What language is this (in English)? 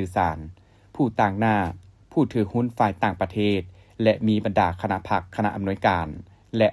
Lao